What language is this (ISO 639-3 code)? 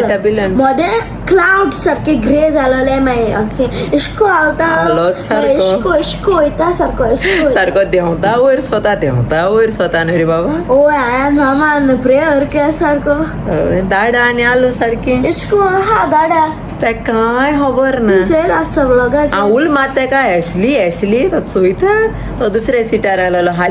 kok